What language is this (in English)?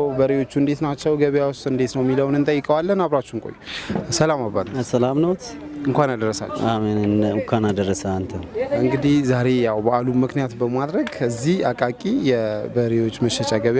Amharic